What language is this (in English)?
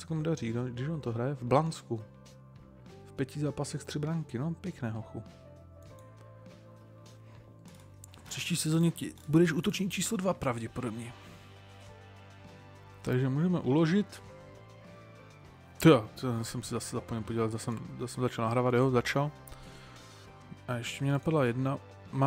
Czech